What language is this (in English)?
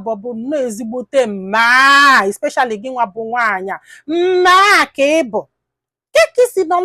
Igbo